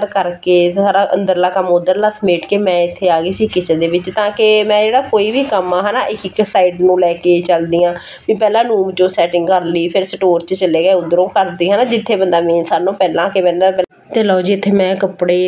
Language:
Punjabi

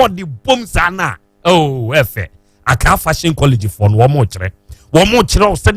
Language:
Akan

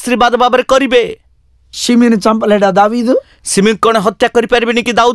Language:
Odia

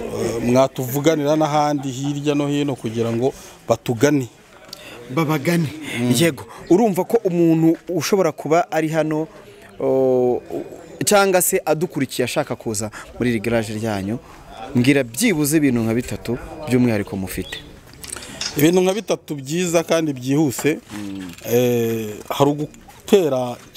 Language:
Kinyarwanda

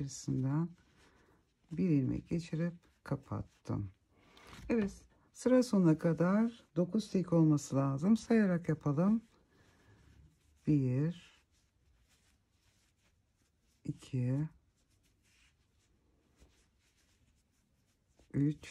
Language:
Turkish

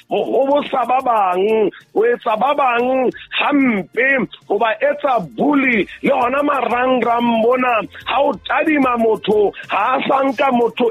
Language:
Southern Sotho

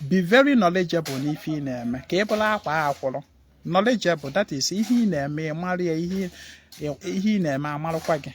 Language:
Igbo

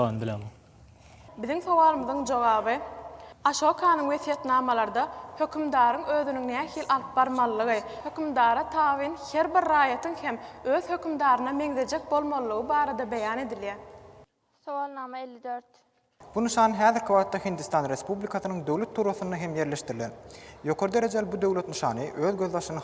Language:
Turkmen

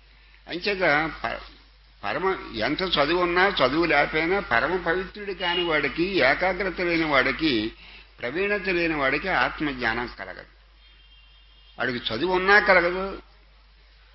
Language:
Telugu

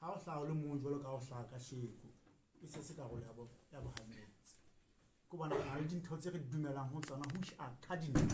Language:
Southern Sotho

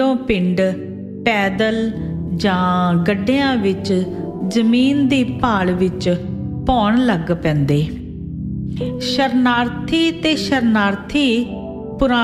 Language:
Punjabi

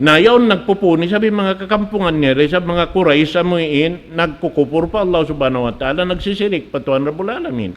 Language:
Tausug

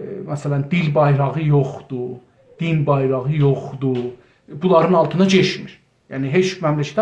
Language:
South Azerbaijani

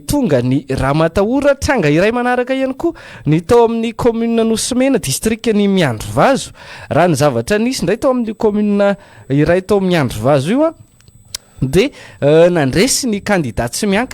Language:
Malagasy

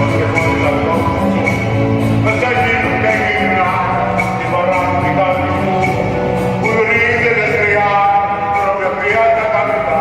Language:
Neapolitan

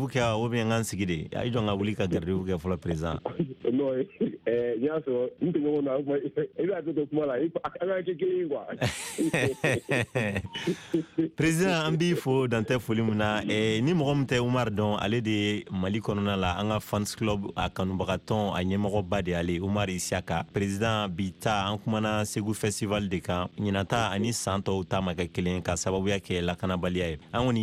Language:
Bambara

